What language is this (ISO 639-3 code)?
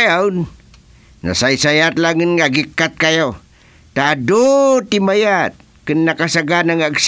ilo